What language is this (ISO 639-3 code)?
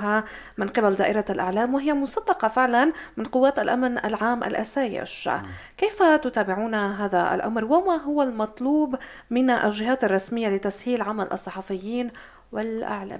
apc